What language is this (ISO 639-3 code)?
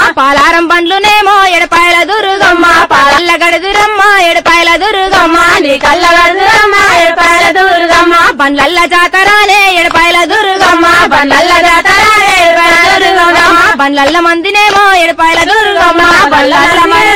tel